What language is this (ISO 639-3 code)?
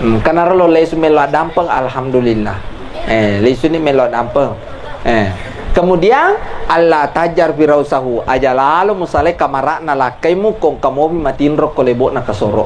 bug